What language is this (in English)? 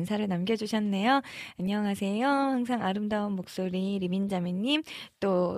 Korean